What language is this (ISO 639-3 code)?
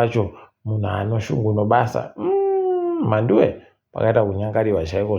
ndc